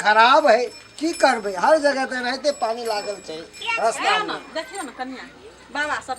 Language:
Maithili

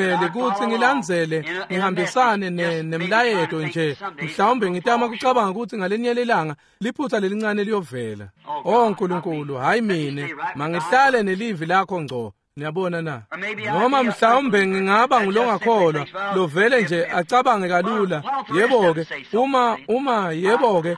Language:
Swati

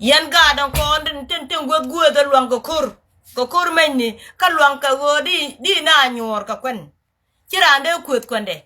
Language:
Nuer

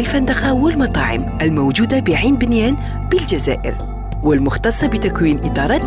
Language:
Algerian Arabic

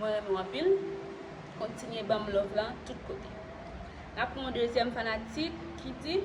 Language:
Haitian Creole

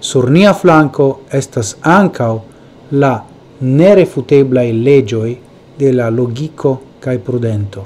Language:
Esperanto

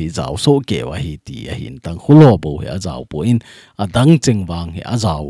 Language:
Thado Chin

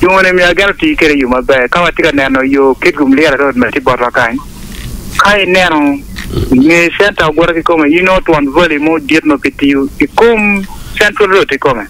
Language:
Acoli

